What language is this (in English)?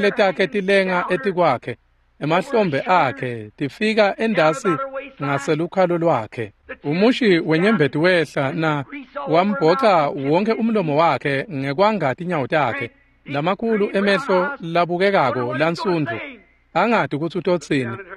Swati